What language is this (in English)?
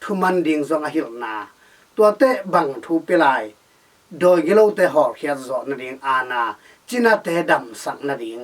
Tedim Chin